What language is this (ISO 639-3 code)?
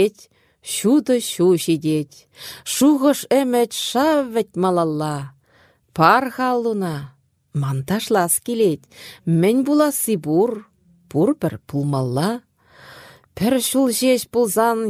chv